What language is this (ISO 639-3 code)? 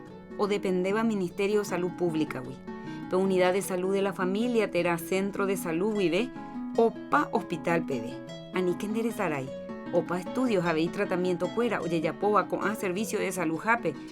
grn